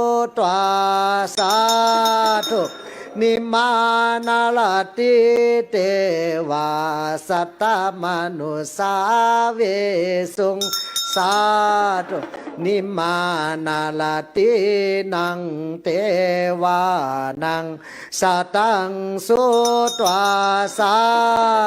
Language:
Pali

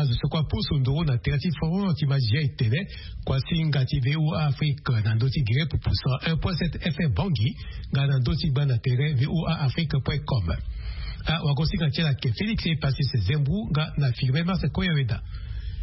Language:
Sango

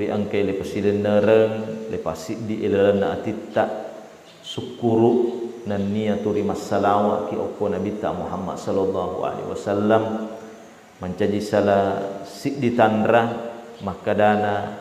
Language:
Buginese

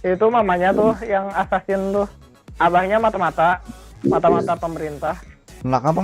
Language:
Banjar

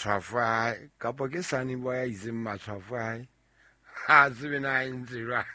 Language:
Southern Sotho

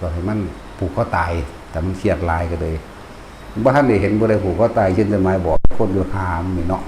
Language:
Northeastern Thai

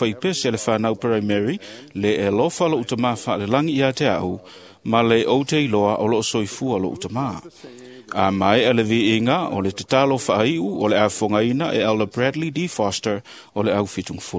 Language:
Samoan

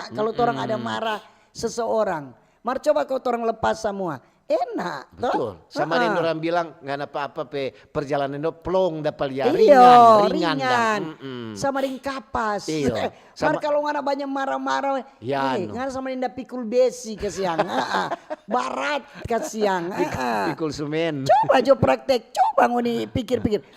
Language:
Manado Malay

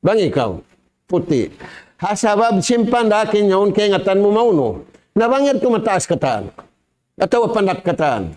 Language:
Tausug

